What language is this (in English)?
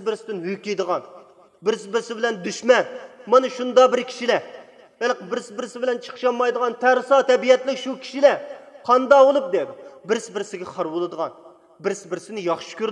Uyghur